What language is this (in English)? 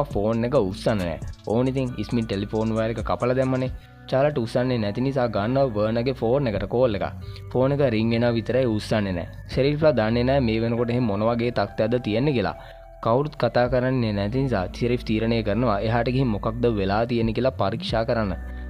Sinhala